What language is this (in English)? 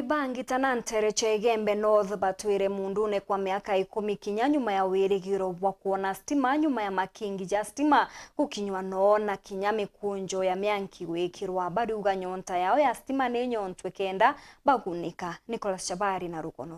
Meru